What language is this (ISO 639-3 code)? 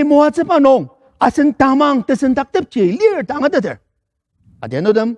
njo